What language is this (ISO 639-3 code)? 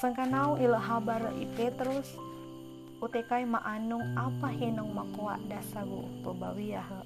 sxn